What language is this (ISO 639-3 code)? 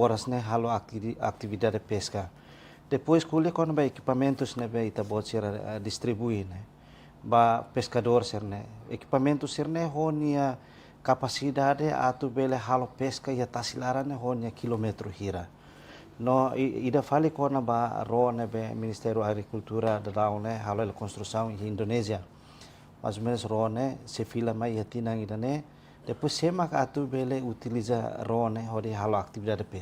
tet